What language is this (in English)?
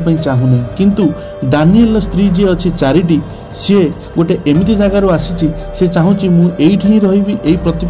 Odia